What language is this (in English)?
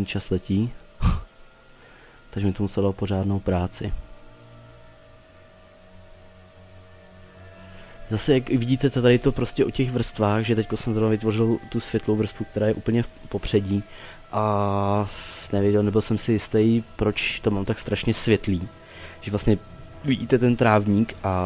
Czech